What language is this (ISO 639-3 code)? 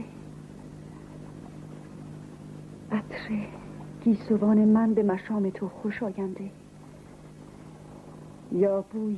fas